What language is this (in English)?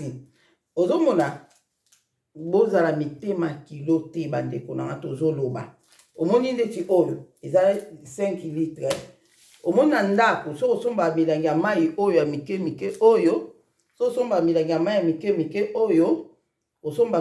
Lingala